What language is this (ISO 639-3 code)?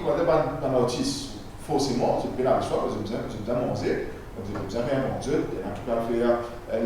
mfe